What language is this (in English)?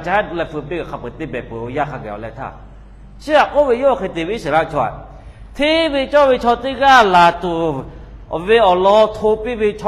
Lahu